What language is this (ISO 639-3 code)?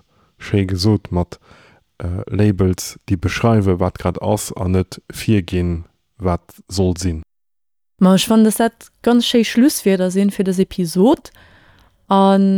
ltz